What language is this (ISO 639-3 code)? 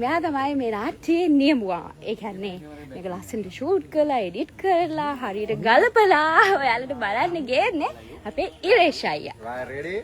sin